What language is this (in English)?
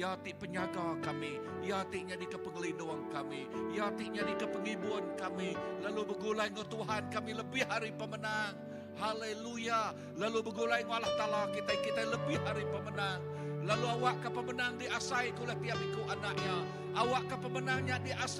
Iban